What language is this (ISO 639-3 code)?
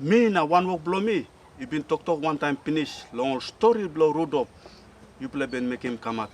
tpi